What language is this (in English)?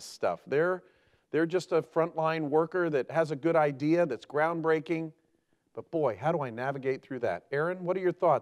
English